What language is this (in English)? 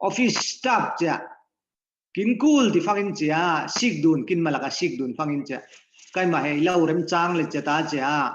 Falam Chin